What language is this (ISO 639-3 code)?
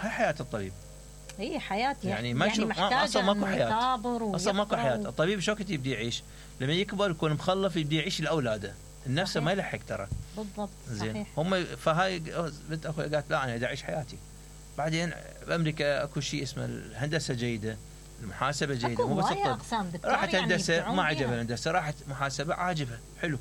acm